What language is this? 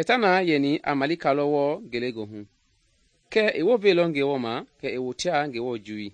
Mende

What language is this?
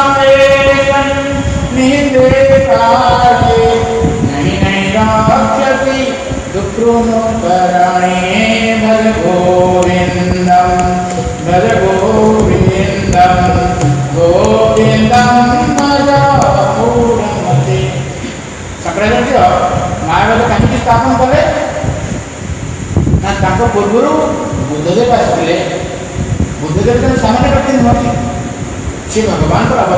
Odia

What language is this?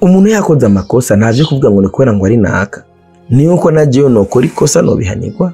Rundi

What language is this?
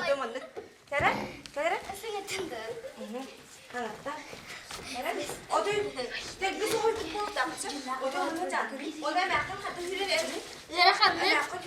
Yakut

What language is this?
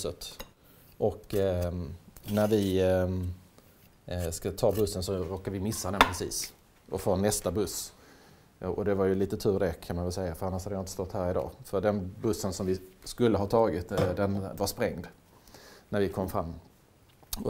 Swedish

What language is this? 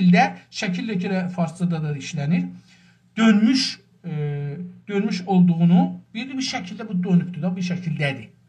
South Azerbaijani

